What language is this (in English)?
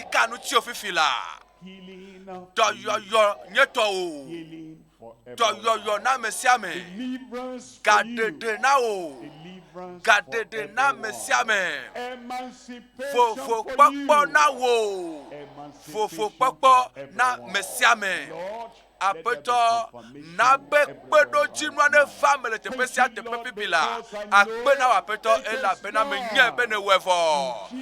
Ewe